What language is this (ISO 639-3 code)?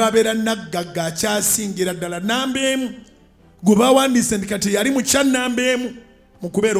lug